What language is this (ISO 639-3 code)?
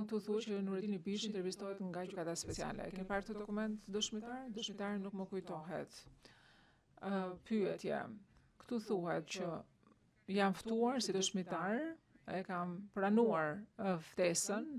sqi